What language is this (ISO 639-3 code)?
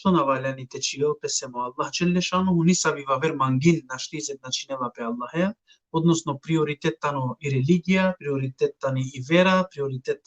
rmn